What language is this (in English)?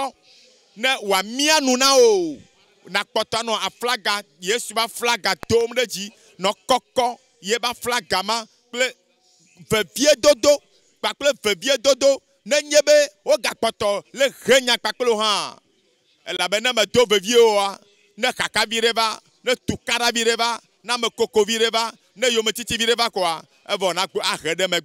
Ewe